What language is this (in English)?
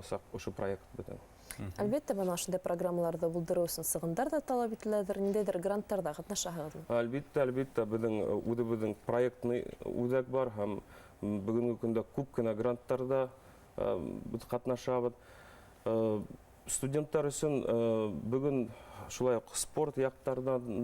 Bashkir